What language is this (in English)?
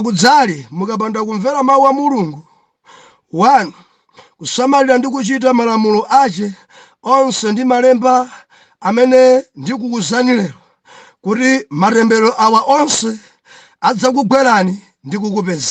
Nyanja